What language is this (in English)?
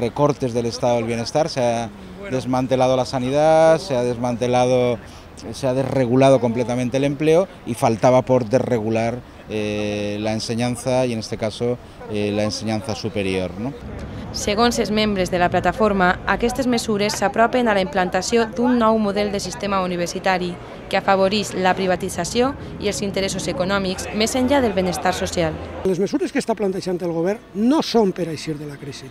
Catalan